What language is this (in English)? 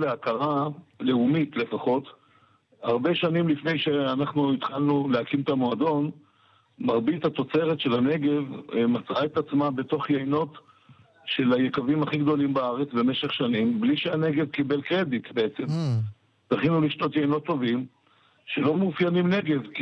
Hebrew